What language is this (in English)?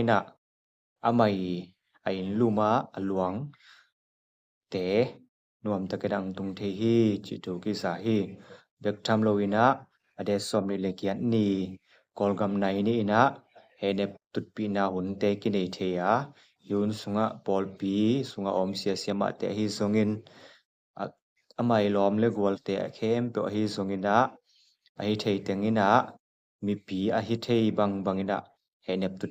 Tedim Chin